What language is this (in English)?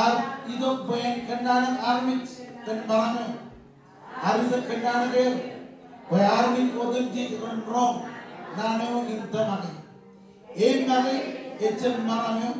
Marshallese